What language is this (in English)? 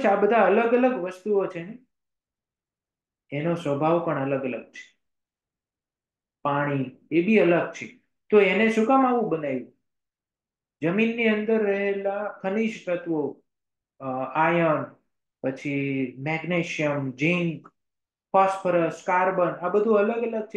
Gujarati